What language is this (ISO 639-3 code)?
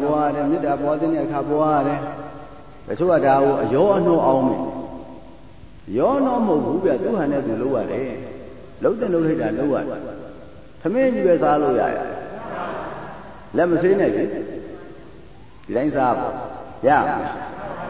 mya